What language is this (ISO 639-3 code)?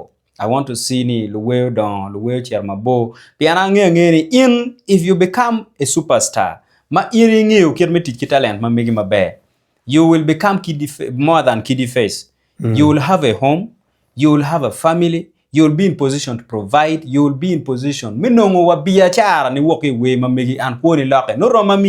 ach